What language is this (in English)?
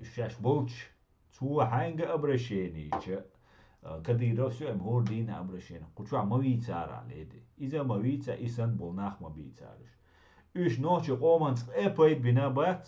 Chechen